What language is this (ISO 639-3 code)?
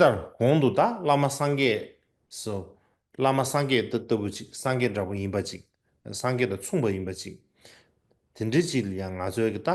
bod